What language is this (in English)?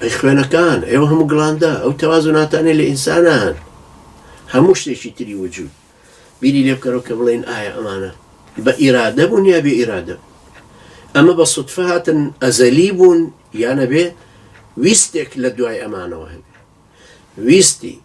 Central Kurdish